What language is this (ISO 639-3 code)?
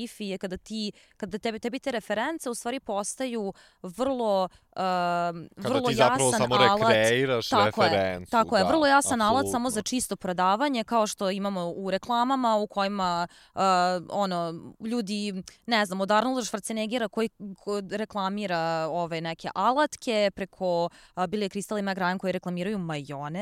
srp